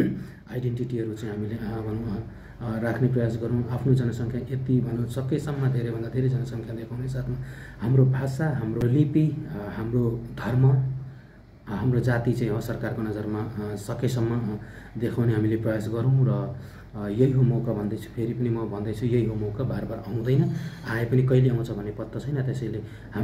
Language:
Nepali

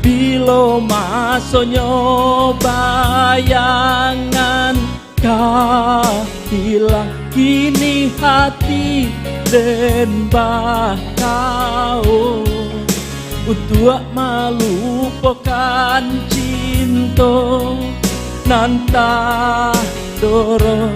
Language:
Minangkabau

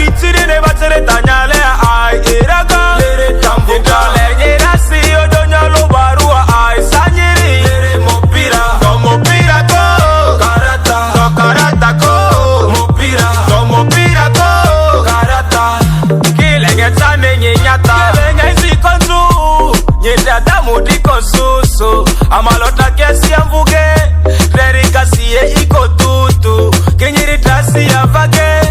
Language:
Ma'di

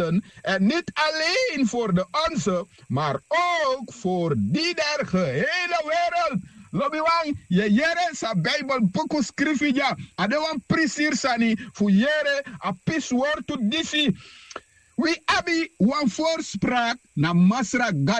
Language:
Sranan Tongo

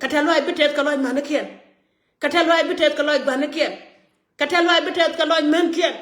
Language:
Nuer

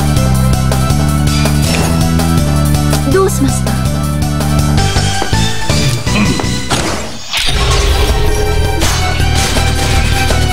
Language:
Japanese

